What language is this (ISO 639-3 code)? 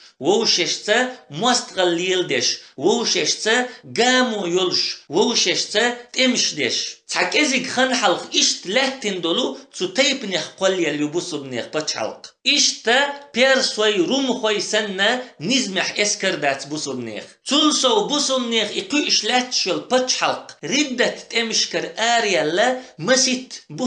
che